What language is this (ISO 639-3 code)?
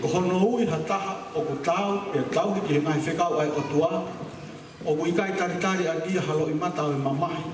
ton